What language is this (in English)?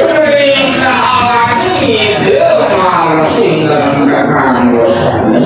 Balinese